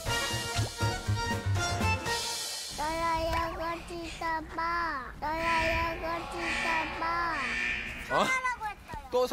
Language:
Korean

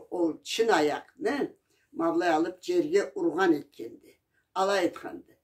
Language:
Karachay-Balkar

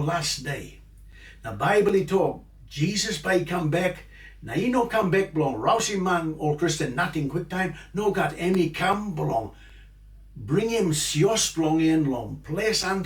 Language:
Tok Pisin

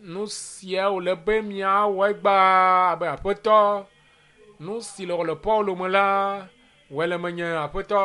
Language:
Ewe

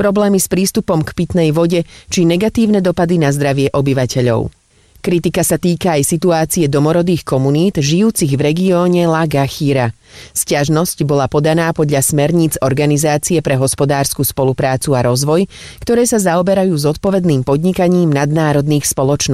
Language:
Slovak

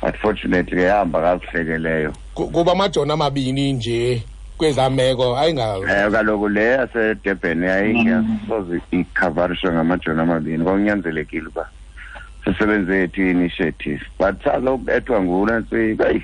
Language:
Xhosa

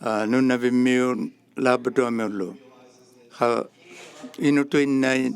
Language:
Inuktitut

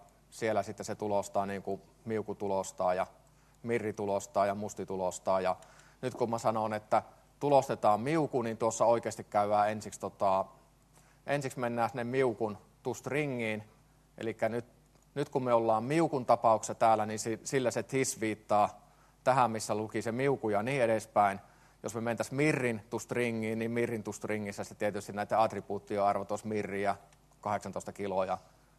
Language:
Finnish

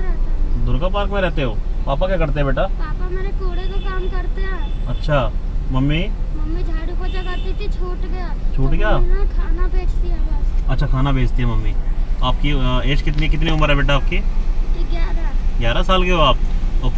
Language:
Hindi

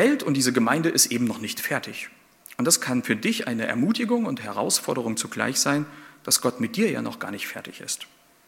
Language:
German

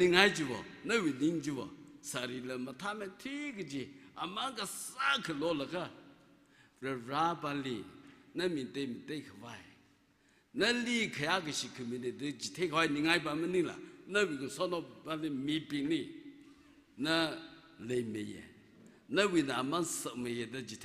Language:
Tangkhul Naga (India)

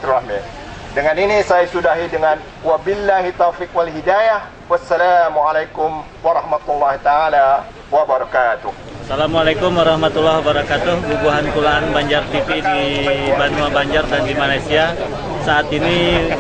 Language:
Banjar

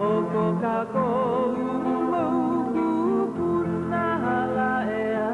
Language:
Hawaiian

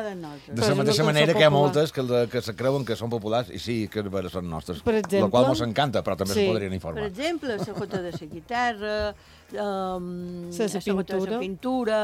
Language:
Catalan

